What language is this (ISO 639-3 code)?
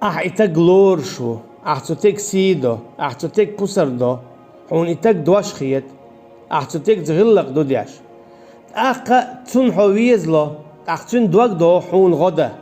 che